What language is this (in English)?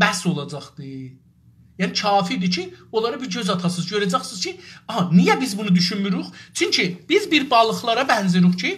South Azerbaijani